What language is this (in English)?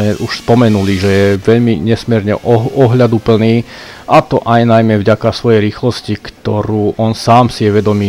Slovak